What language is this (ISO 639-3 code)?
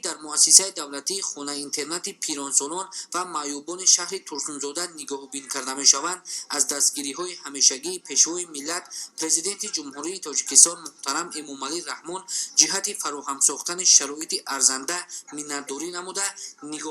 tgk